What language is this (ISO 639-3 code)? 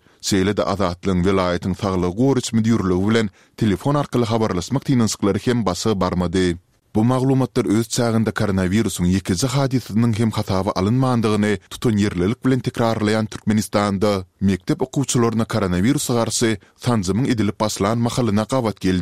tuk